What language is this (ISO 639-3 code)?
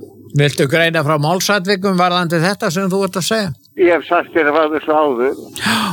isl